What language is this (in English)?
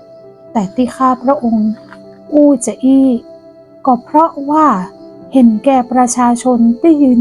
Northern Thai